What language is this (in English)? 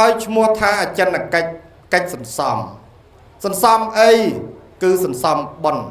Khmer